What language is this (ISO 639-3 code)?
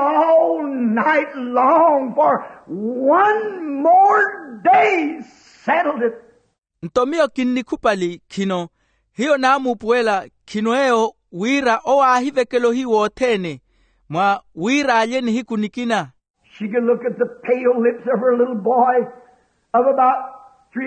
vmw